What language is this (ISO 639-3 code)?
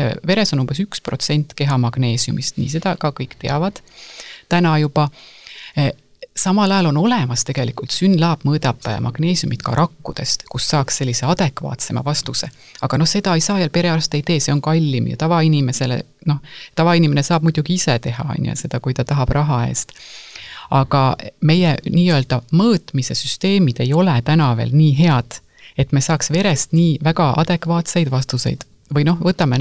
est